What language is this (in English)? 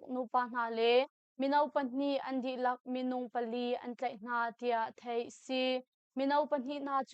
Hakha Chin